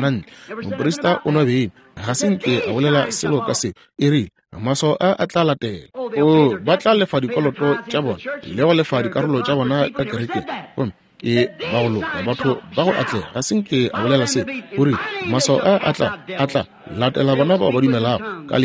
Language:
Northern Sotho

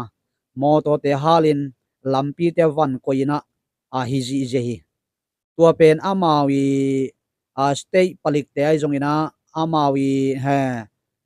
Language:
Tedim Chin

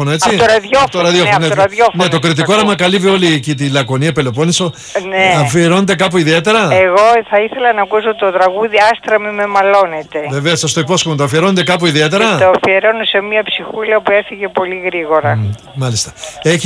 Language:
Greek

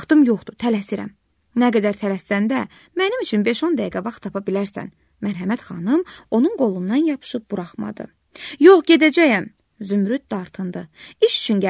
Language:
Azerbaijani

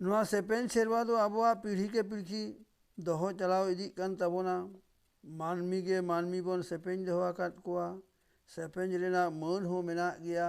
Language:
Santali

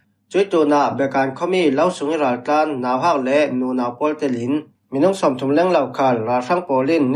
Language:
Falam Chin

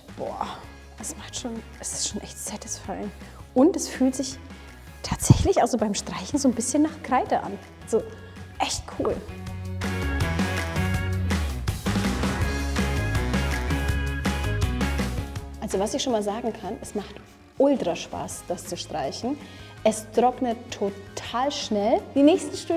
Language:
German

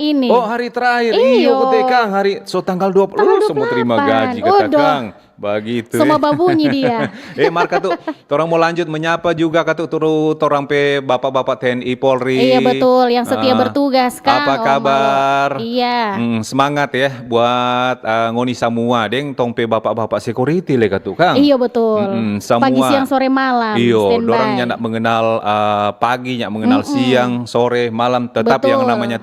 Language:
Manado Malay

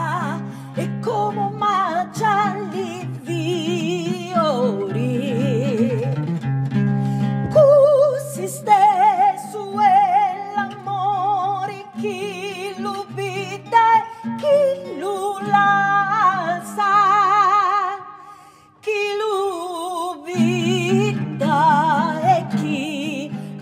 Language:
Italian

